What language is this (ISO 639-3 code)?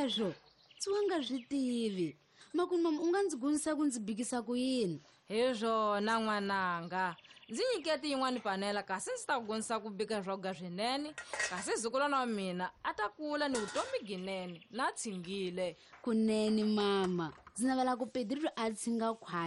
tso